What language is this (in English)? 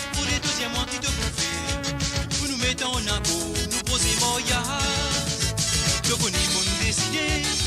Morisyen